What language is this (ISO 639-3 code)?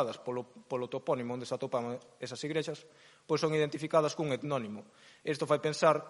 glg